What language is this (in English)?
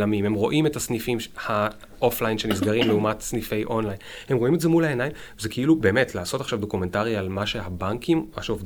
Hebrew